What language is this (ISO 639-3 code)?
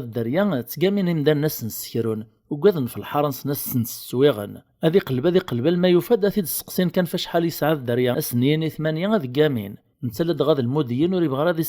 kab